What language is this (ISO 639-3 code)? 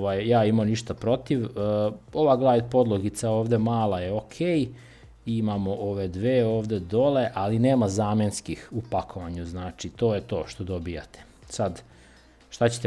srp